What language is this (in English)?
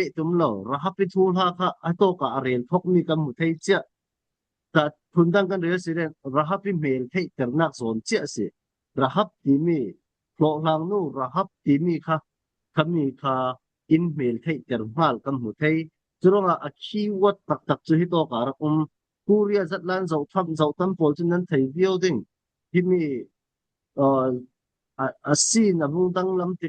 Falam Chin